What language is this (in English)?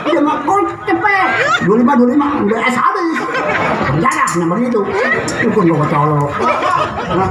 Betawi